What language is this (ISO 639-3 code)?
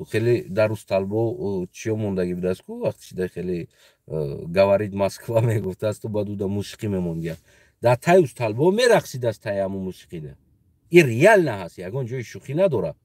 tgk